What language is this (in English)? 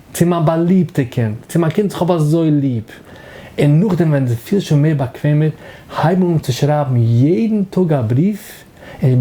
Yiddish